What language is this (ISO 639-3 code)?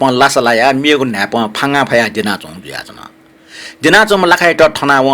new